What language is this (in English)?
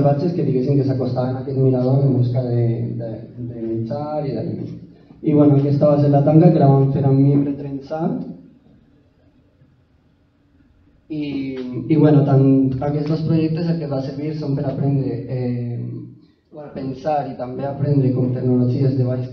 Catalan